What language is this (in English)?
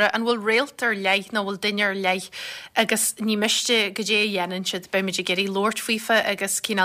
Irish